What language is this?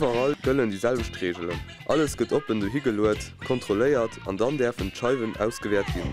Luxembourgish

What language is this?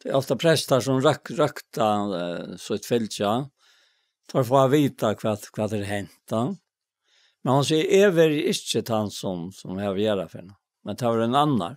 Faroese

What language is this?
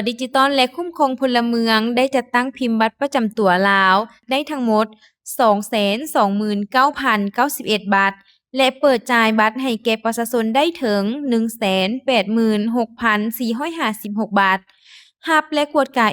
Lao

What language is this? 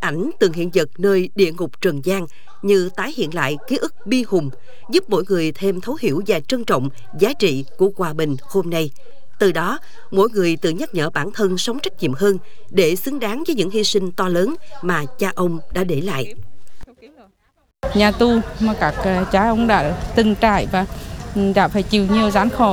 Vietnamese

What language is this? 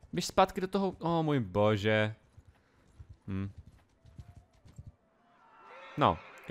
Czech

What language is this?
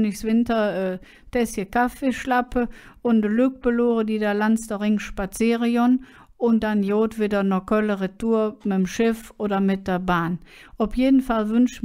Colognian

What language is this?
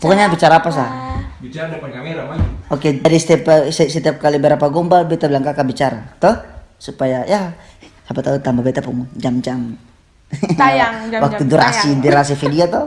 Ambonese Malay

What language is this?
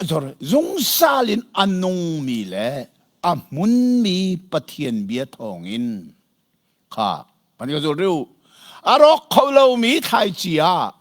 Hakha Chin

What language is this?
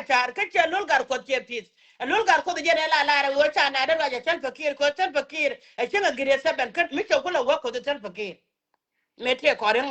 Nuer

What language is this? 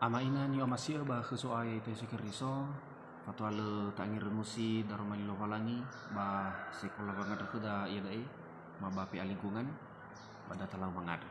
Nias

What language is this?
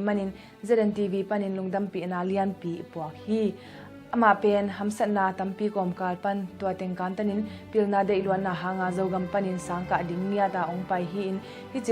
Tedim Chin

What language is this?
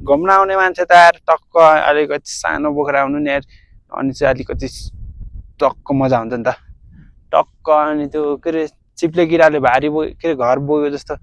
Nepali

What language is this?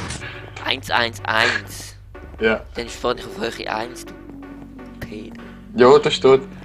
Swiss German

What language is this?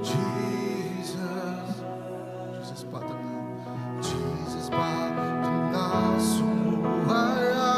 Iban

